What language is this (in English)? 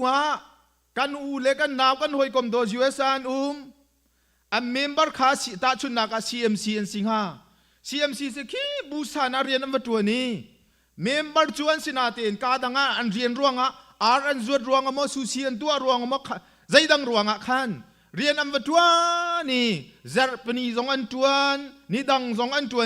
Hakha Chin